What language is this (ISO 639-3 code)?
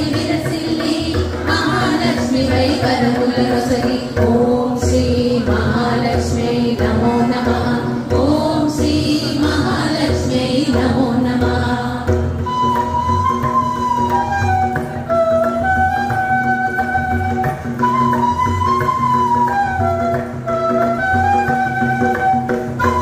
tel